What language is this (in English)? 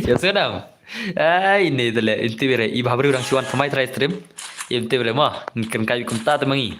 Khasi